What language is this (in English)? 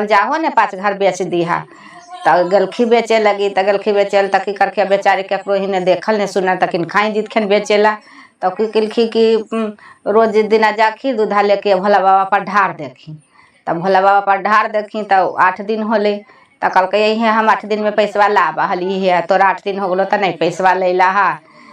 Magahi